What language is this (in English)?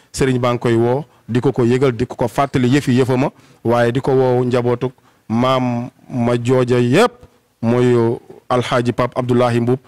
Wolof